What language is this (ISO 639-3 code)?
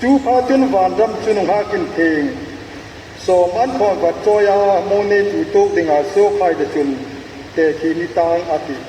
hmr